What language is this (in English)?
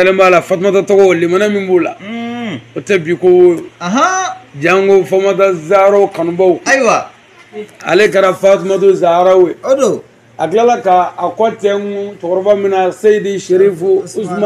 Bambara